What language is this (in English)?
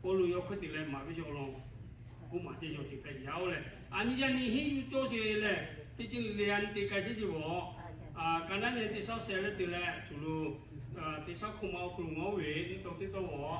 Lahu